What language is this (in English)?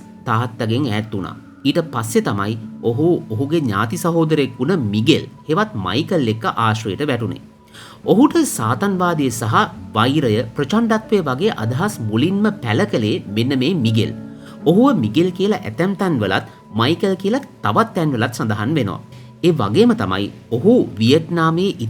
Sinhala